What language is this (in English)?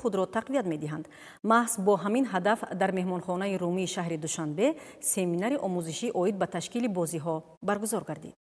Tajik